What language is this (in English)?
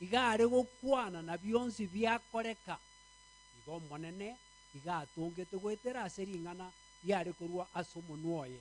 Gusii